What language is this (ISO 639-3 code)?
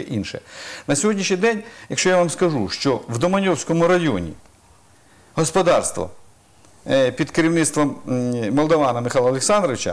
ukr